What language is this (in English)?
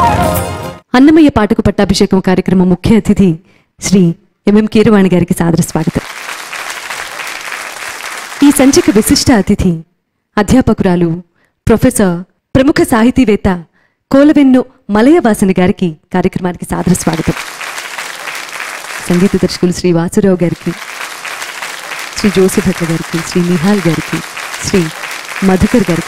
Telugu